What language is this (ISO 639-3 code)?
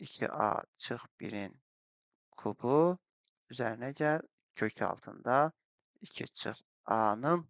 aze